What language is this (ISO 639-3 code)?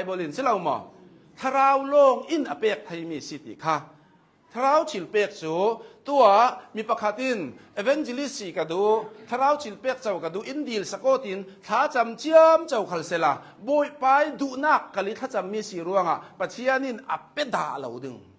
cnh